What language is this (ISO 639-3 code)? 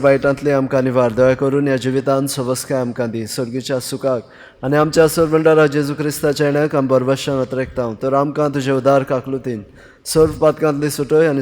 kok